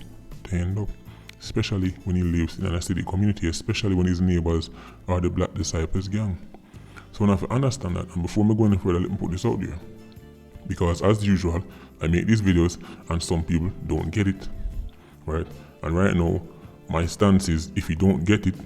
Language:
Jamaican Creole English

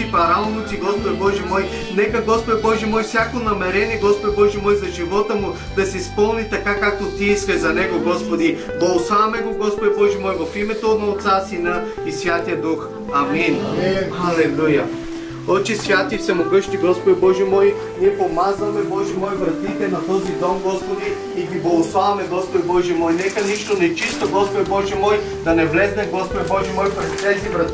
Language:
Bulgarian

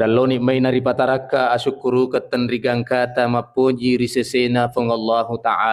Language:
Buginese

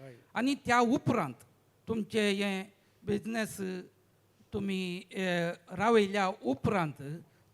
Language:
Konkani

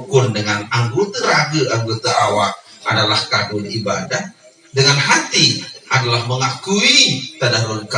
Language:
Sasak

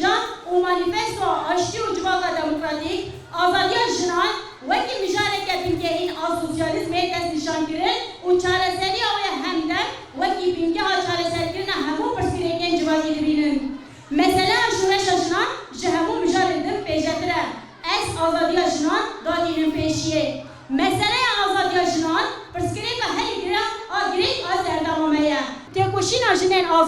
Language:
Kurdish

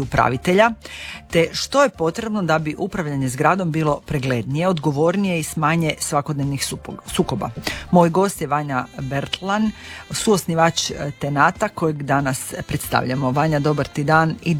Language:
Croatian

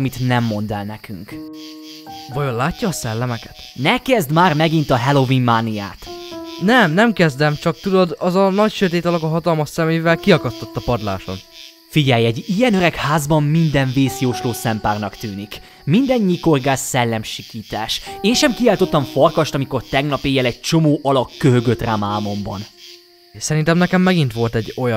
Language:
Hungarian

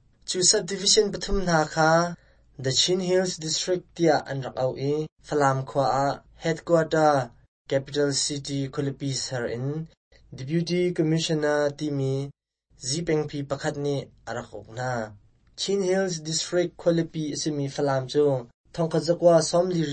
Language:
Hakha Chin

